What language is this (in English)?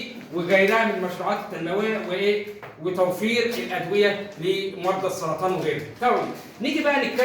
Egyptian Arabic